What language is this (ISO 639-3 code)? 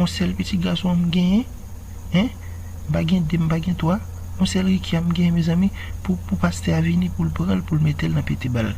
hat